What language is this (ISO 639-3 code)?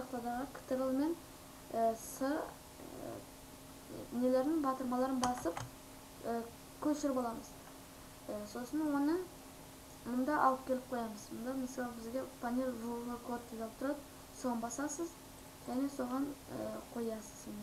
kaz